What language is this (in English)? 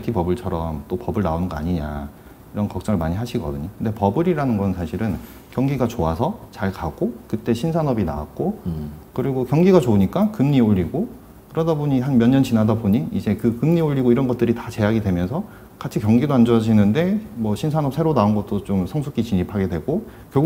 Korean